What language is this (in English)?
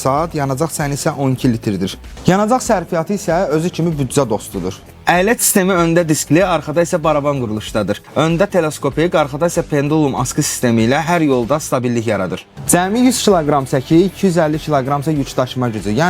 Azerbaijani